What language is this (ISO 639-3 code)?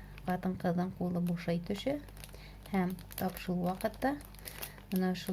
bak